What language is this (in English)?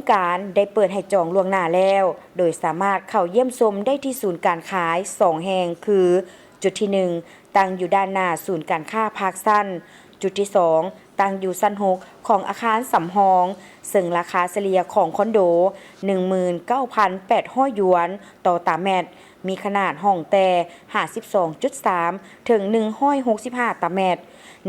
Lao